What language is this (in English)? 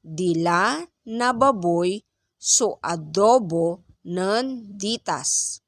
Pangasinan